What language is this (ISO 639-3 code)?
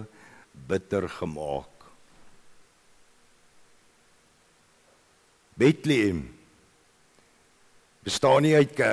afr